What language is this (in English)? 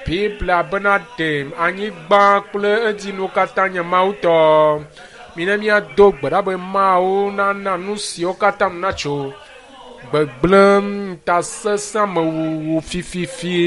Ewe